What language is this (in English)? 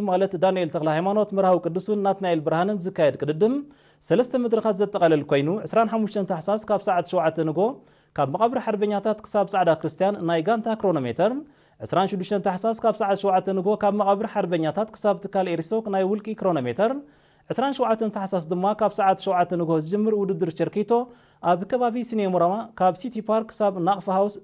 Tigrinya